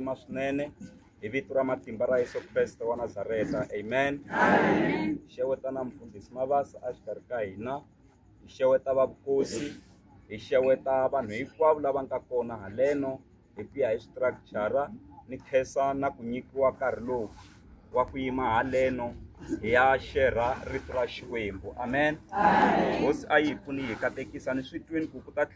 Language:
Tsonga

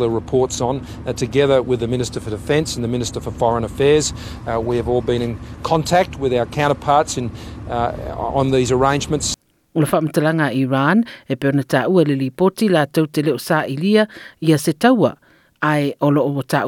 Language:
Samoan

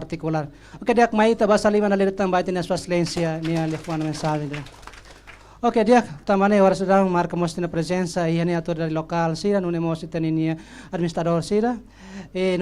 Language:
Tetum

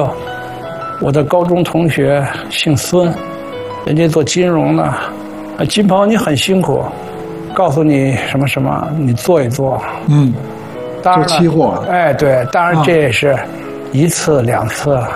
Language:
Chinese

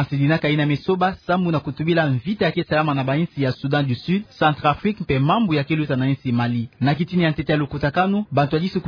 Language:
Kituba (Democratic Republic of Congo)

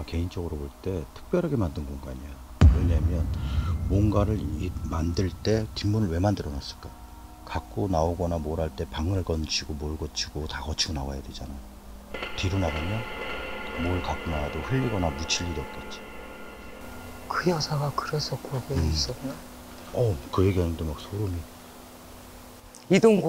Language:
Korean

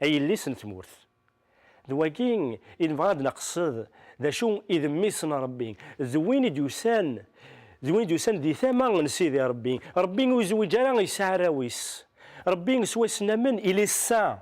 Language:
Kabyle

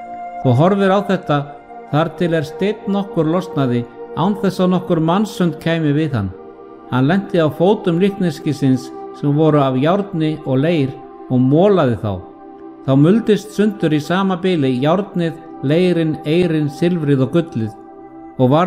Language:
Icelandic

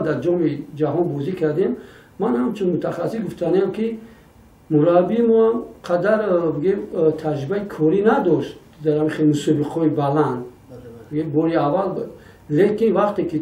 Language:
Tajik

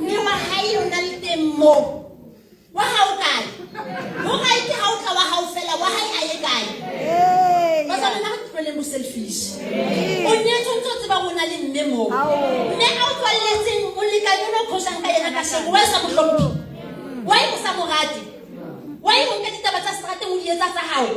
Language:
Southern Sotho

